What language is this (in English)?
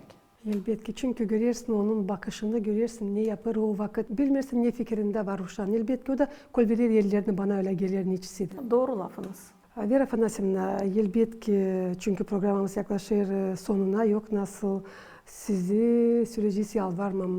Gagauz